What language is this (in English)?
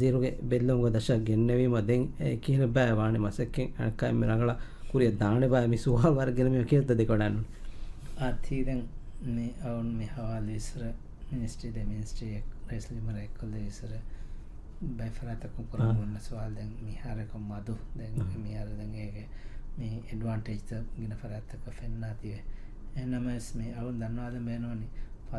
Divehi